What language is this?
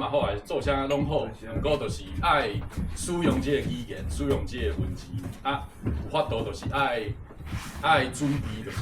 Min Nan Chinese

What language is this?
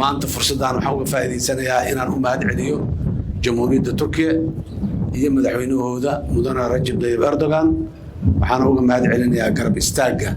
Somali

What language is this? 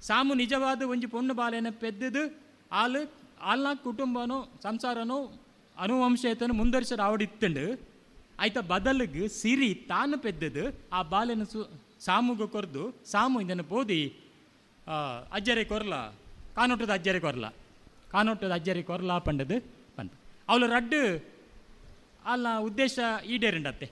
Tulu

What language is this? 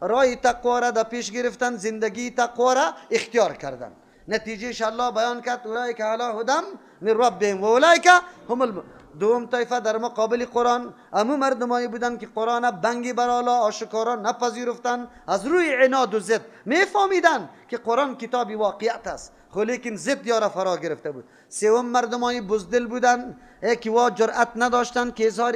Persian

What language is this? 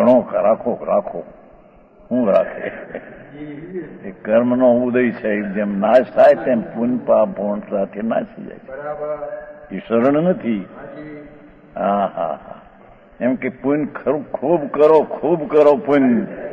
Gujarati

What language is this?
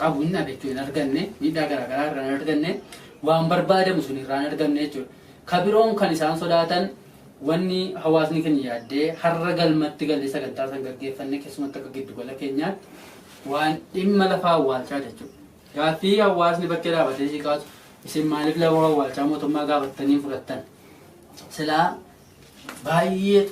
Oromo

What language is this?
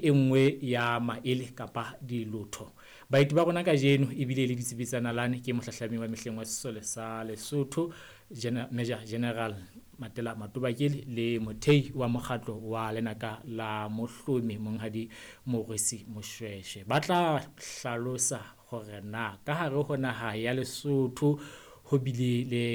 Southern Sotho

